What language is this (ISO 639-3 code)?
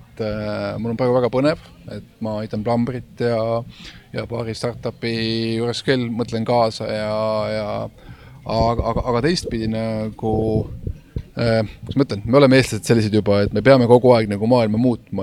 est